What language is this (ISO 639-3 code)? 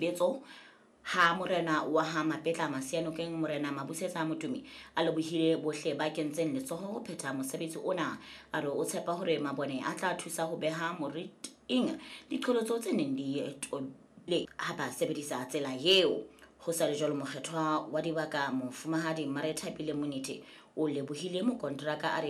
sot